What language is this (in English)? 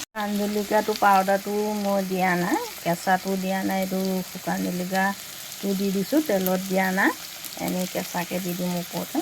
Assamese